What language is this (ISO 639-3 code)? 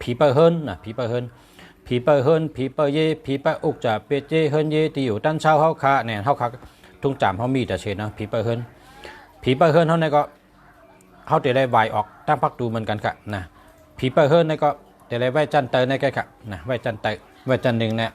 shn